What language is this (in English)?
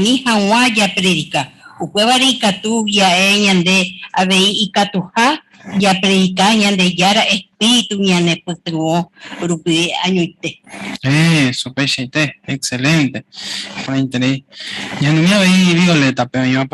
Guarani